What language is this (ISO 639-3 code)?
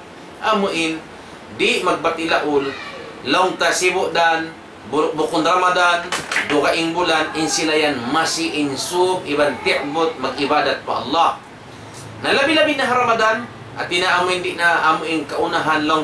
tsg